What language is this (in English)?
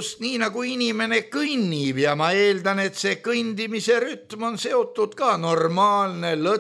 Estonian